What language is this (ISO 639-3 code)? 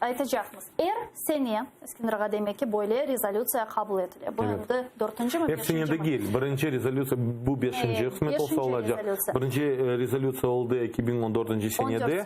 crh